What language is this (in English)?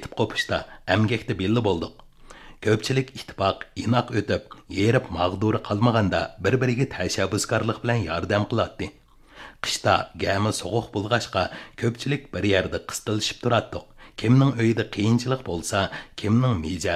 Uyghur